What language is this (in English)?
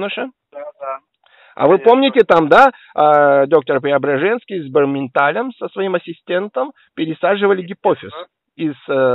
Russian